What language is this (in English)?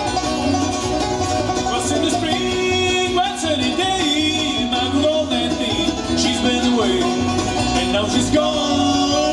Czech